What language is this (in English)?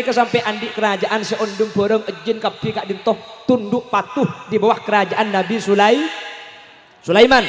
Madurese